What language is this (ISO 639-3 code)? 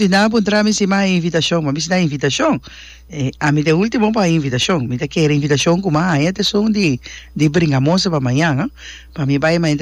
pap